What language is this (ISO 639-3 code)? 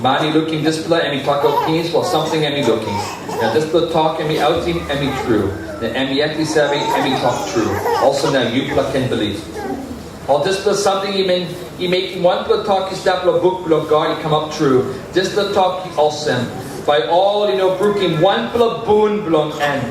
tpi